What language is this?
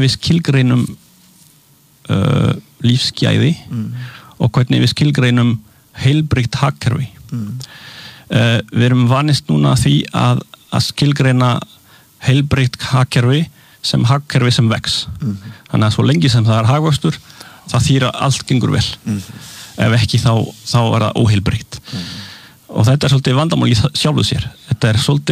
Icelandic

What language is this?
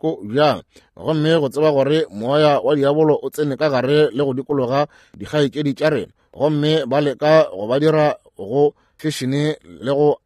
Northern Sotho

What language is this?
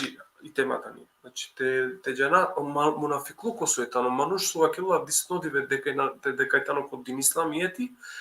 Balkan Romani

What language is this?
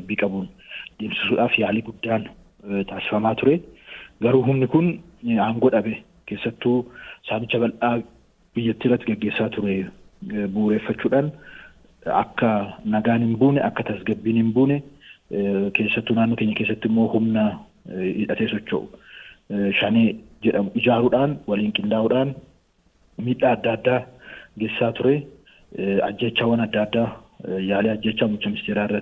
Oromo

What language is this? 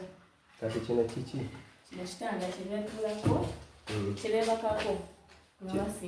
Soga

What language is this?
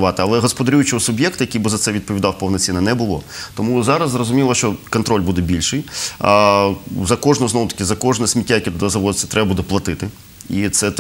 Ukrainian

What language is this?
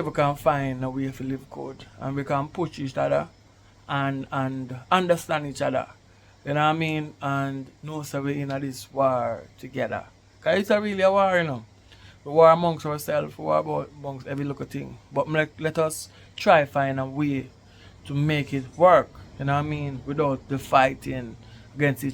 Jamaican Creole English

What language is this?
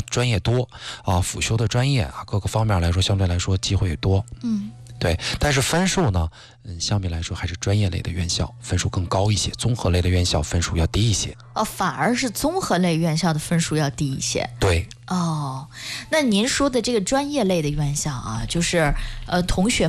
Chinese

